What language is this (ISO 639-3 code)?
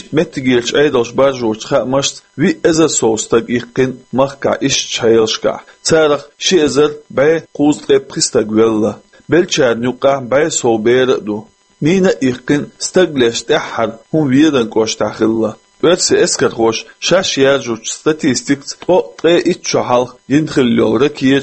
che